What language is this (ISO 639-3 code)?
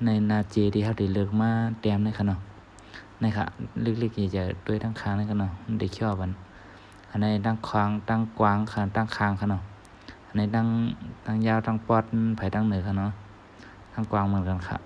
shn